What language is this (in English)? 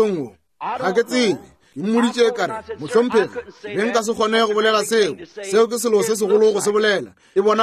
Northern Sotho